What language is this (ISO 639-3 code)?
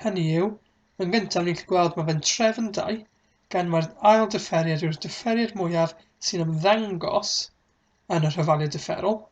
cym